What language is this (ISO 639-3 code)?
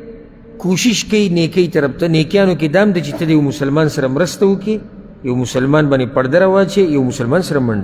pus